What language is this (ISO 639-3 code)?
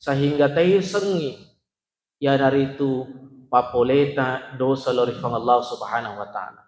bug